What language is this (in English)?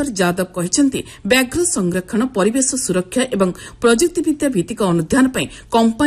Odia